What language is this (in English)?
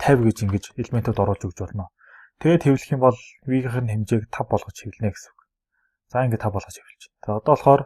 Mongolian